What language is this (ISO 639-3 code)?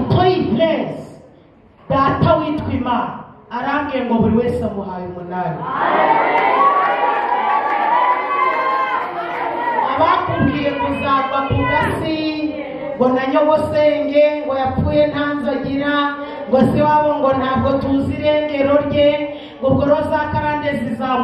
kin